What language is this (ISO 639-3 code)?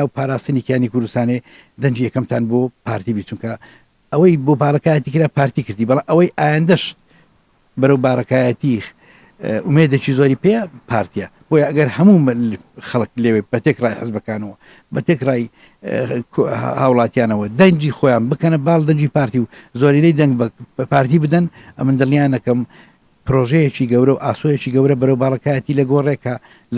ckb